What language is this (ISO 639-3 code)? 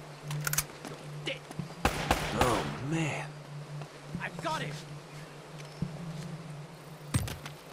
eng